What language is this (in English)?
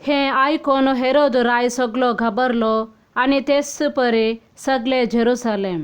Konkani